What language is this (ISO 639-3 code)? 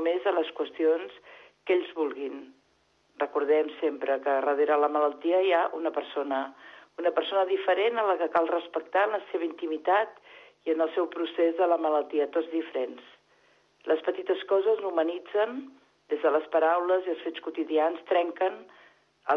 cat